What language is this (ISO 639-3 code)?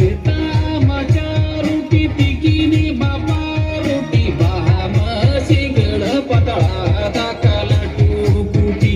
sat